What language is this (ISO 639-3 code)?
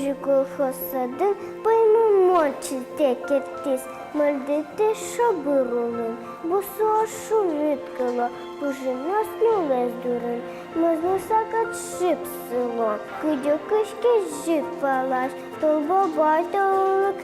udm